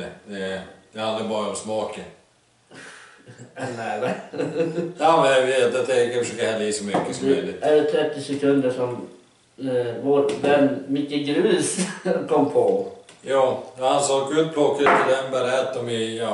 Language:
Swedish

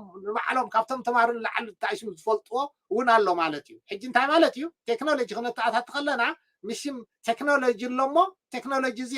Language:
Tigrinya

